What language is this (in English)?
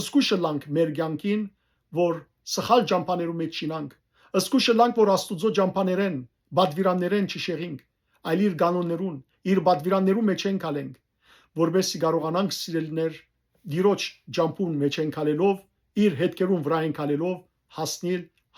Western Armenian